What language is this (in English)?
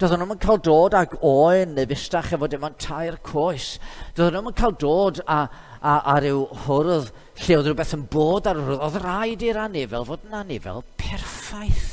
Welsh